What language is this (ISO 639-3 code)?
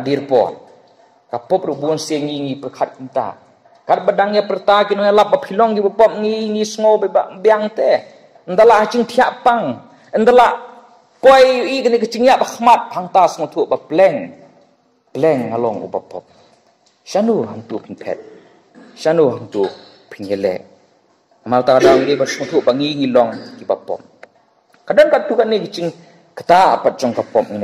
kha